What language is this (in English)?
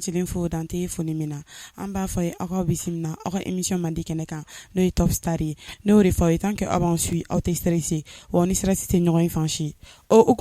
Bambara